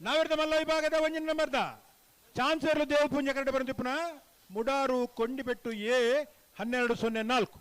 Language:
Tulu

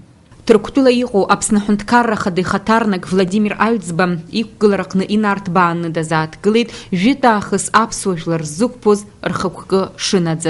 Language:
Abkhazian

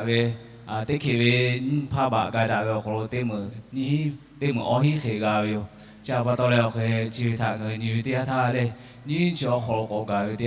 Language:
Lahu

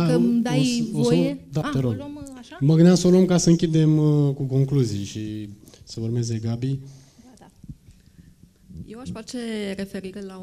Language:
Romanian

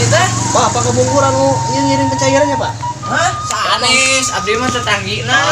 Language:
Sundanese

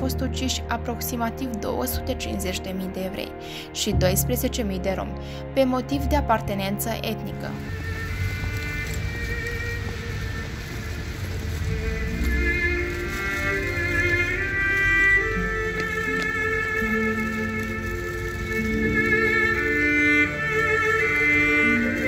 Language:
Romanian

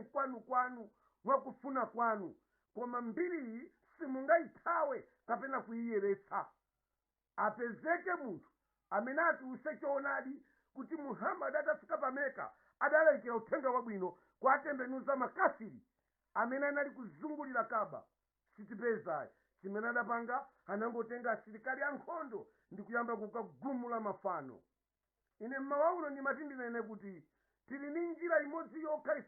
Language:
Nyanja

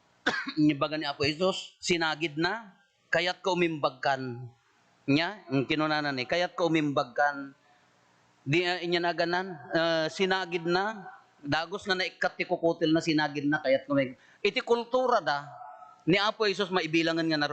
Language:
Iloko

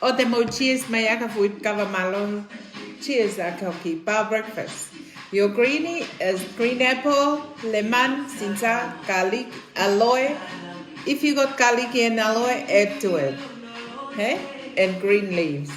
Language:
Tongan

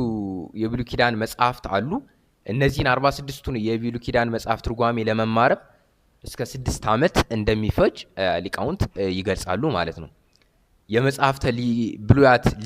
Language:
Amharic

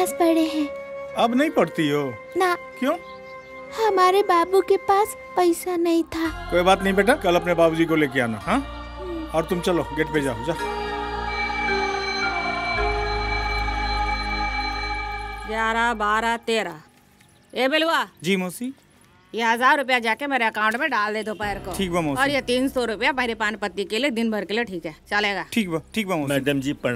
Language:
Bhojpuri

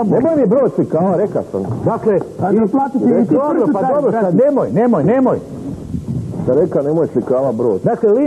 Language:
Croatian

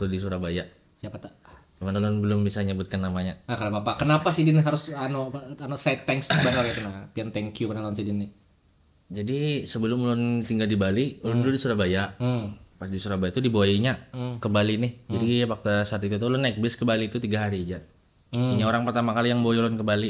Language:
Banjar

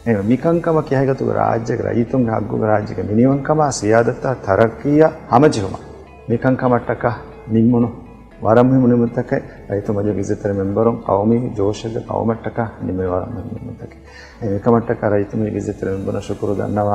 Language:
Divehi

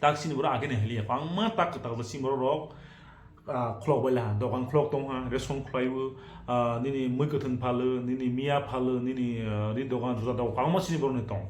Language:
Kok Borok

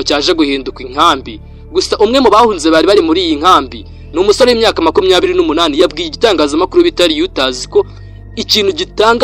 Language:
Kinyarwanda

